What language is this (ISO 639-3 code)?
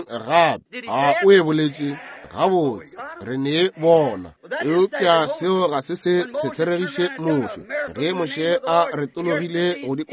nso